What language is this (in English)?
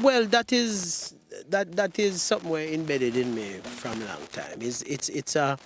Jamaican Creole English